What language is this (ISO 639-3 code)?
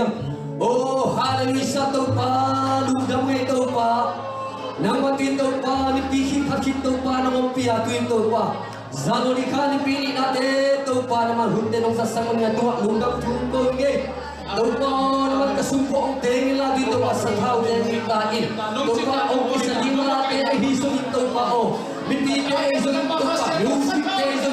ctd